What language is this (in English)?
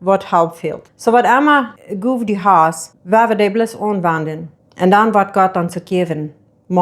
Plautdietsch